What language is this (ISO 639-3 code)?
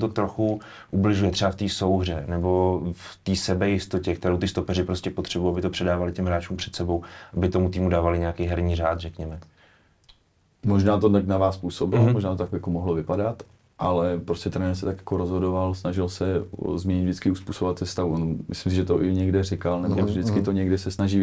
ces